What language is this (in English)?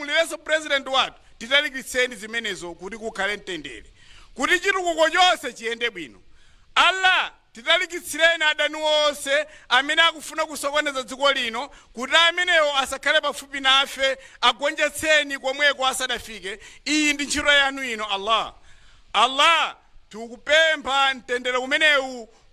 Nyanja